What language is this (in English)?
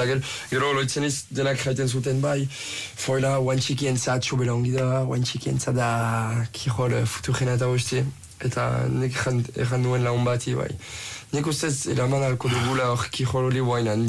Basque